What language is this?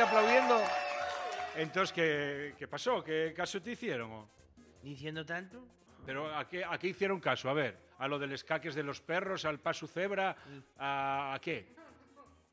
Spanish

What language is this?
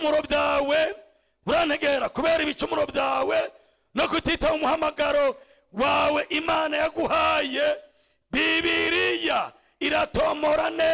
Rundi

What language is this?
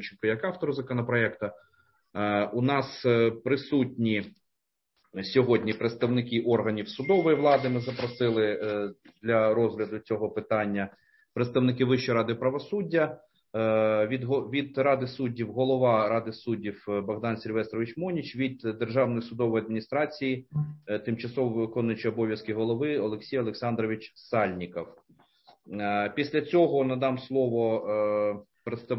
Ukrainian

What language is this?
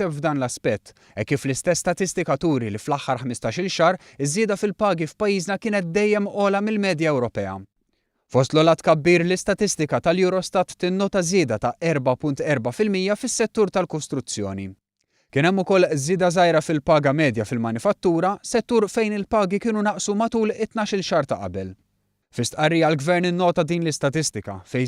Maltese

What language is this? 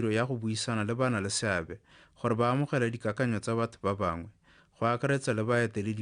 Tswana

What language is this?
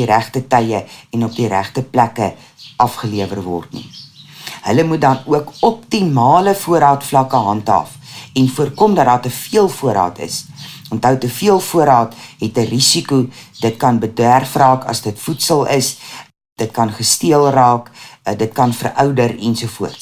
Afrikaans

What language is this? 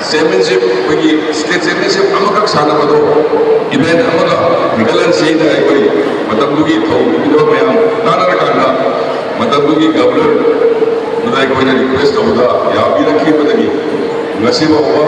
Manipuri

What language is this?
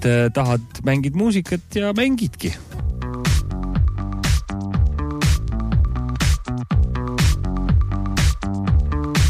Estonian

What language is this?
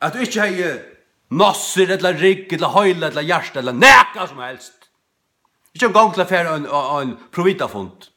Faroese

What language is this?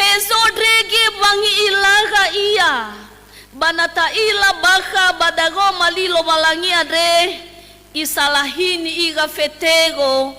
Nias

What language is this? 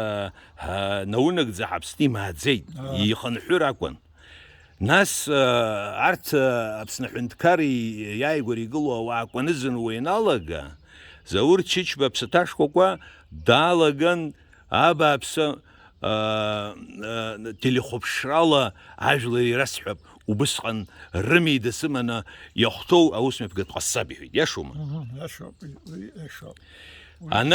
Abkhazian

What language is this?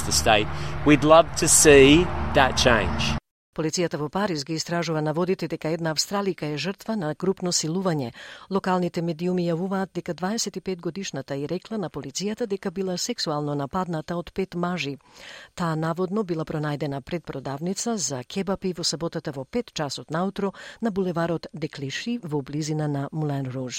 Macedonian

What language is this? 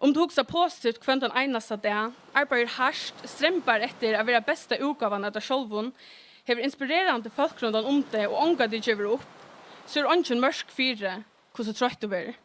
Faroese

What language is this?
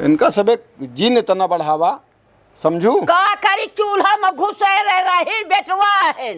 Awadhi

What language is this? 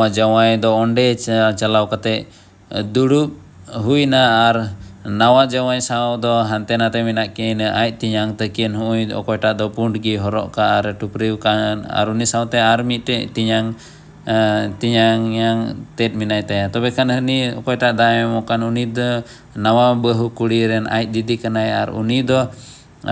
Santali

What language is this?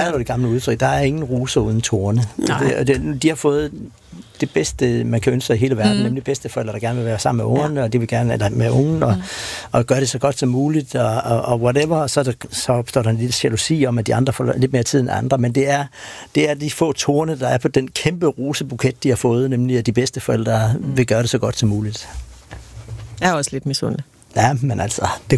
Danish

